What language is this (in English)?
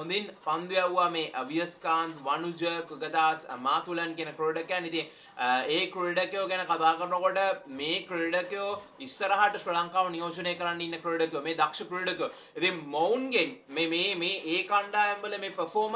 Sinhala